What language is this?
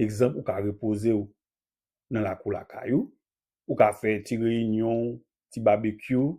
Haitian Creole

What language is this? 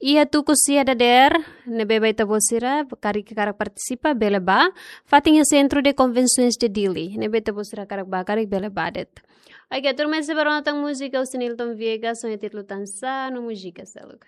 Tetum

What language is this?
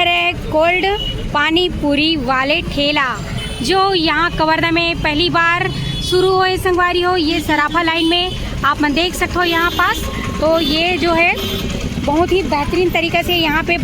Chhattisgarhi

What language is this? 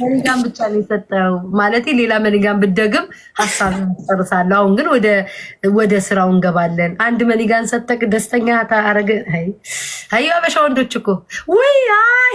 Amharic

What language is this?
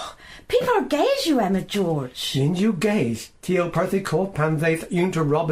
Cornish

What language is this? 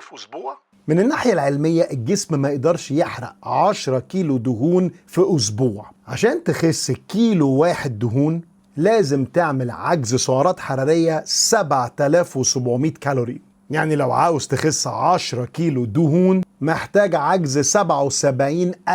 Egyptian Arabic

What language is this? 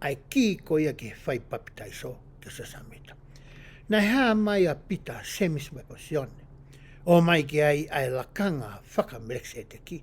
Tongan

